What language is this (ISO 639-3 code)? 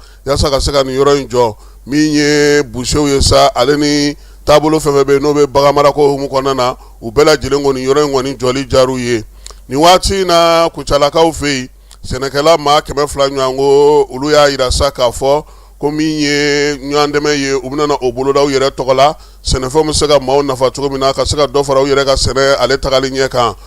bam